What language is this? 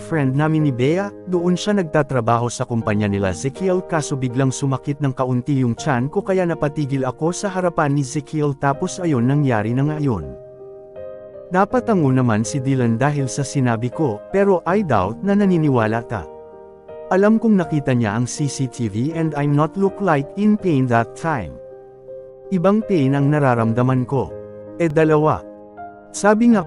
Filipino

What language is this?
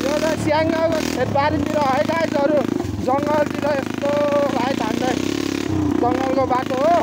Nepali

